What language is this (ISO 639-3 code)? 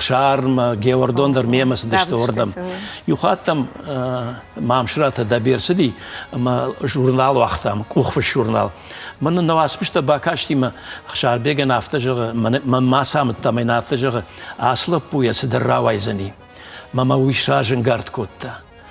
oss